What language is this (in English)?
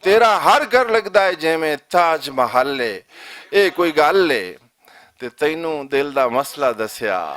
Western Panjabi